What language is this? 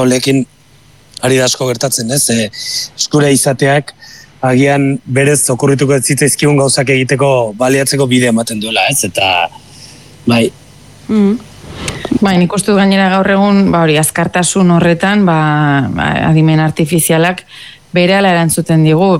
Basque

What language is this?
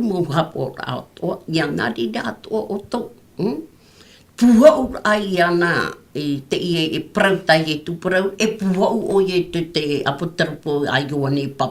Tahitian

